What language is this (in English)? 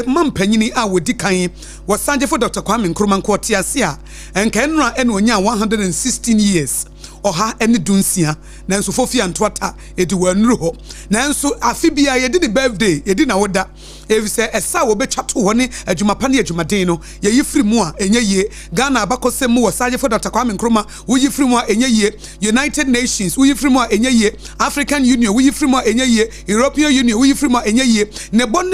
Akan